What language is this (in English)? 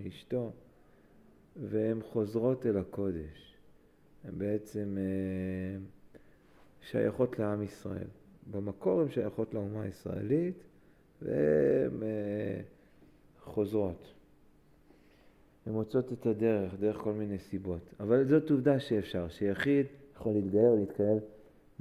Hebrew